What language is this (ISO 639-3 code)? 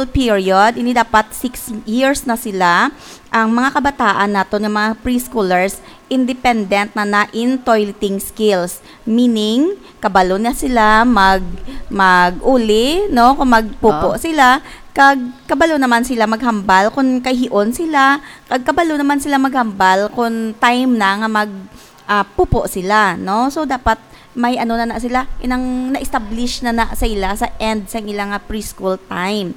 hil